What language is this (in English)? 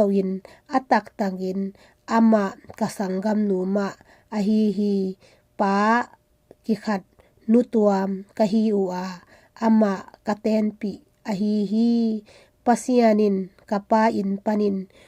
Tedim Chin